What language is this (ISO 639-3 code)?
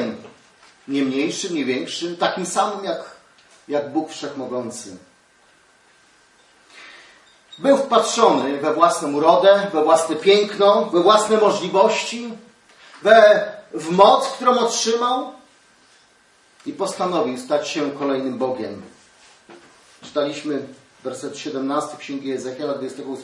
pol